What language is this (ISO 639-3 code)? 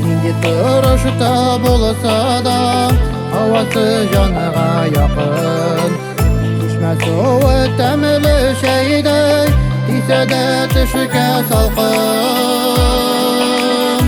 bak